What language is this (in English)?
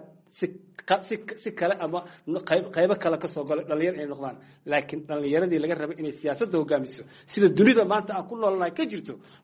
Somali